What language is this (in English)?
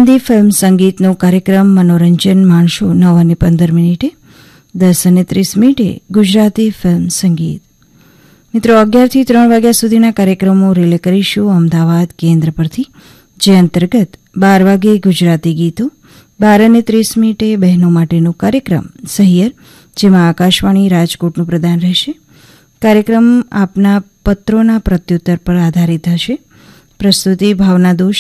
Gujarati